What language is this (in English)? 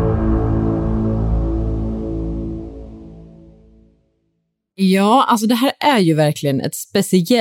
Swedish